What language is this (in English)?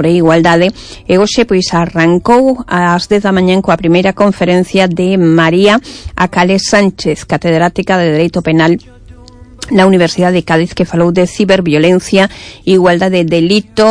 Galician